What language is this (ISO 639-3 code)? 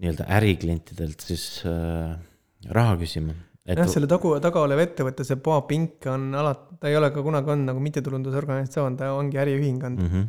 est